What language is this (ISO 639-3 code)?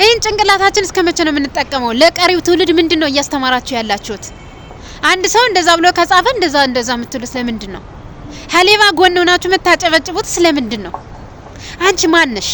amh